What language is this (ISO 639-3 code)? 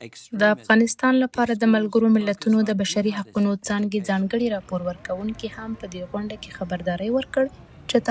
pus